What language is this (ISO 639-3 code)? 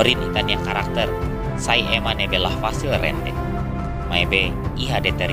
tet